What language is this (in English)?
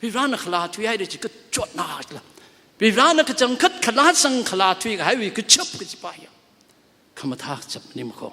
Tangkhul Naga (India)